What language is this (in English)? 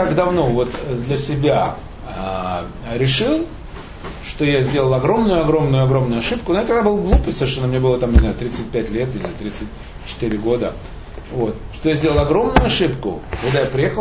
Russian